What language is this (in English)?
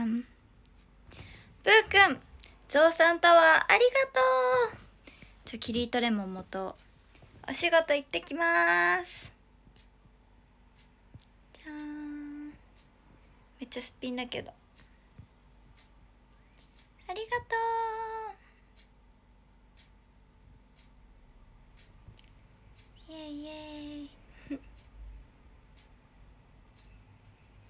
Japanese